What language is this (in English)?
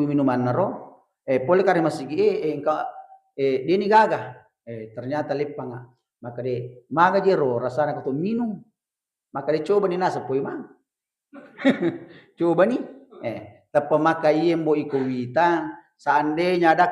Buginese